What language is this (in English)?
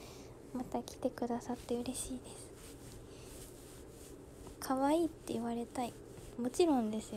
Japanese